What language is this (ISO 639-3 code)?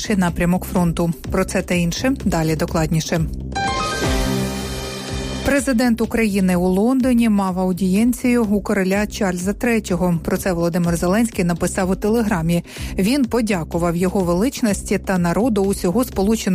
ukr